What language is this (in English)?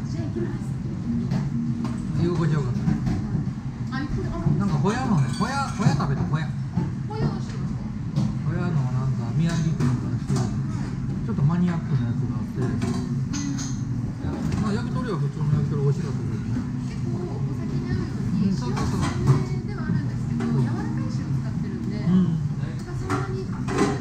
Japanese